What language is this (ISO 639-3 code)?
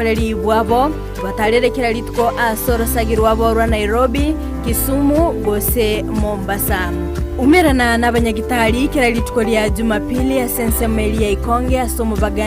guz